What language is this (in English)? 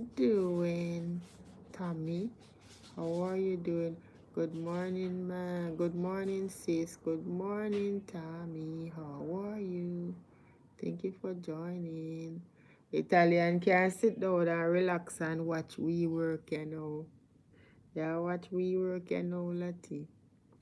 Jamaican Creole English